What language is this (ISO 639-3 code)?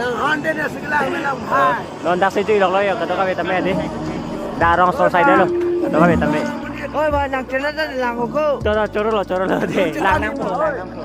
mjw